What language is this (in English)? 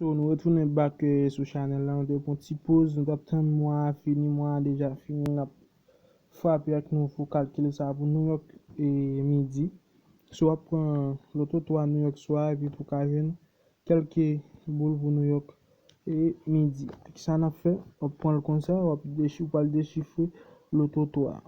Haitian Creole